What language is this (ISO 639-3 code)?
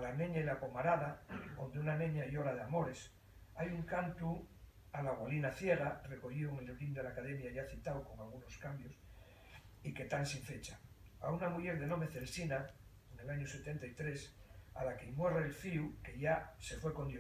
ast